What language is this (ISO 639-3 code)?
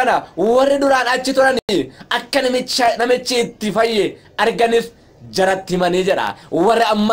orm